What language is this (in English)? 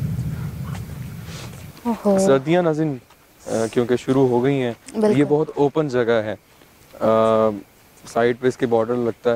Hindi